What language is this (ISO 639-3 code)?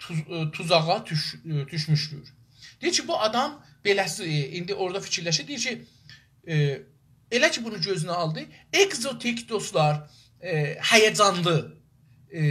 azb